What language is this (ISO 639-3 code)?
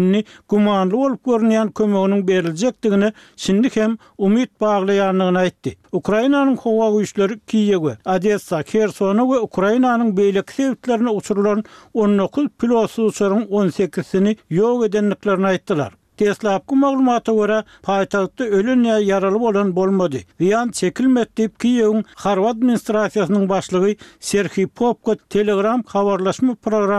tuk